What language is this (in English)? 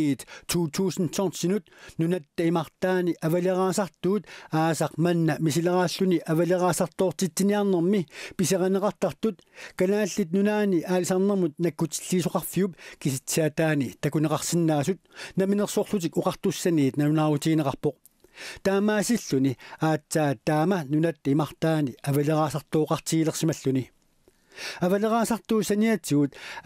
Kalaallisut